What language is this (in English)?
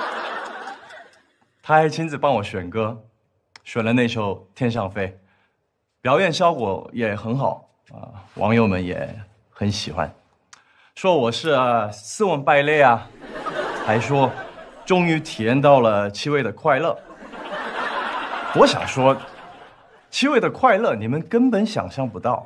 Chinese